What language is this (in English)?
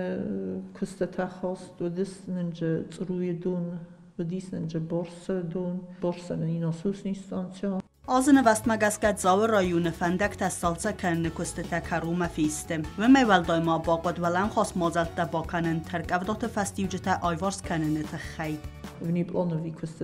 Ossetic